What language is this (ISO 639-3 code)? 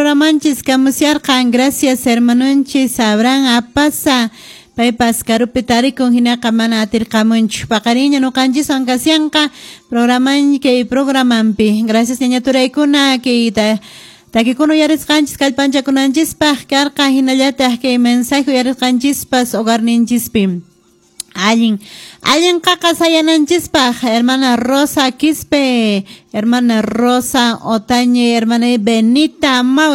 que